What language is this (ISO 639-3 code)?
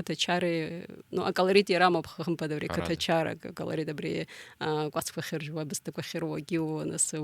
abk